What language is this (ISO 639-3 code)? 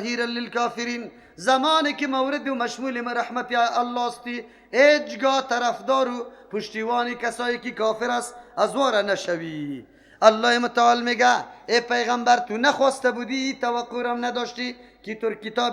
fas